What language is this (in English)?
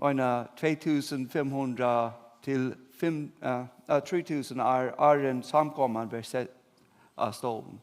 Faroese